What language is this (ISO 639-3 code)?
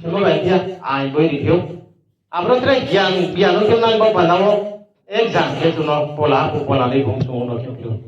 ria